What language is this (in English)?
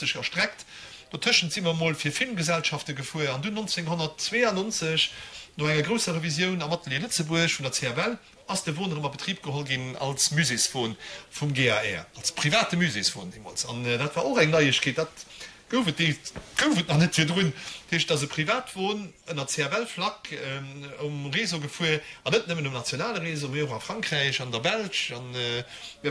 Luxembourgish